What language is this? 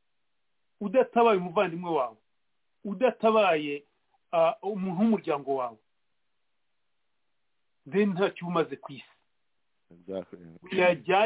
Kinyarwanda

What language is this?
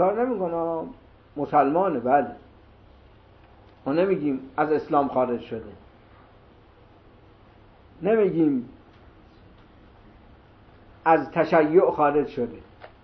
Persian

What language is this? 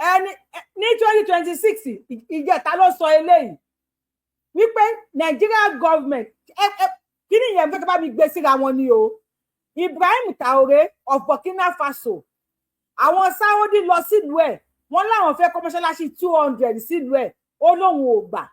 Yoruba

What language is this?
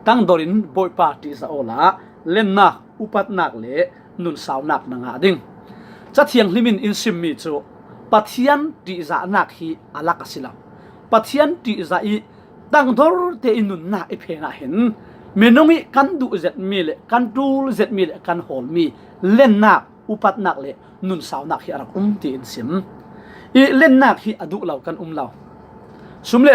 Falam Chin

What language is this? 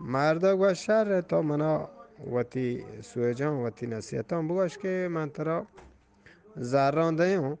Eastern Balochi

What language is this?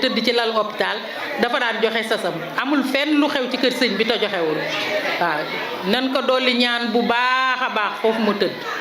Wolof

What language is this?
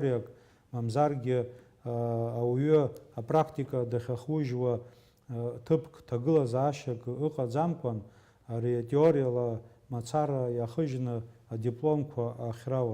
Abkhazian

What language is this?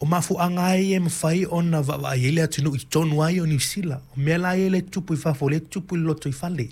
Samoan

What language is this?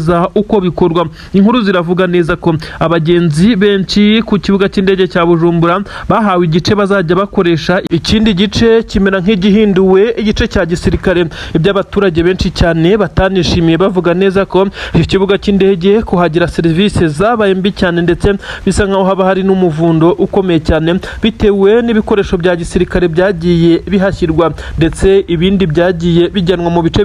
Kinyarwanda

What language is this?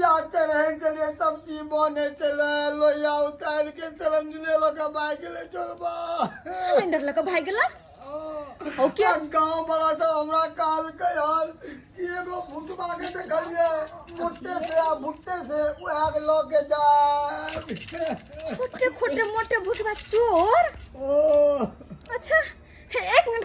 Maithili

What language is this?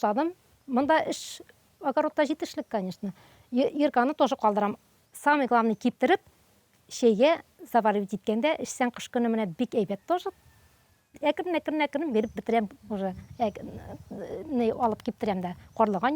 Tatar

